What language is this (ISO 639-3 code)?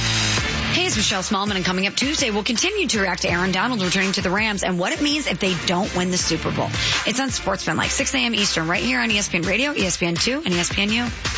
eng